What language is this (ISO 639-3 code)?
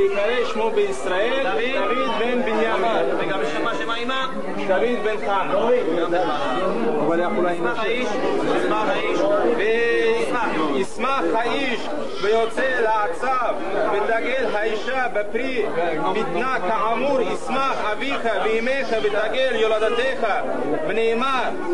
heb